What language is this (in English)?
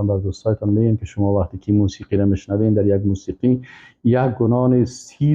Persian